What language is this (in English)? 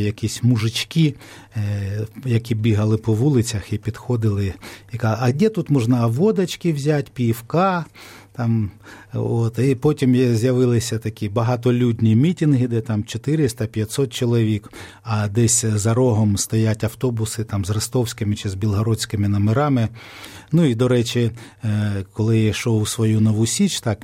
Ukrainian